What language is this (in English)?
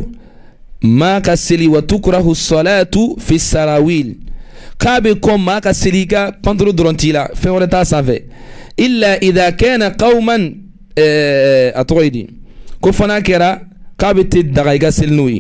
Bambara